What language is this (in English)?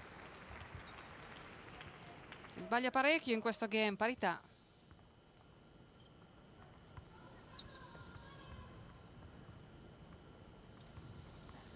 Italian